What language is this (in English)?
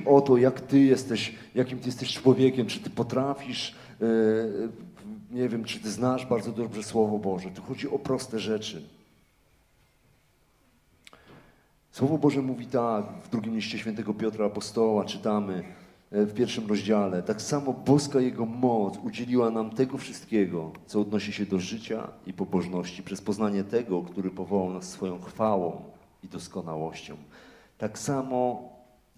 Polish